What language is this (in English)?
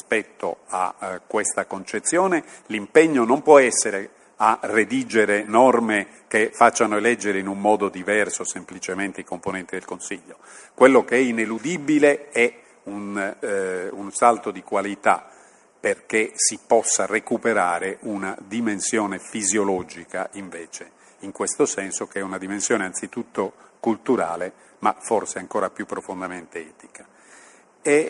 Italian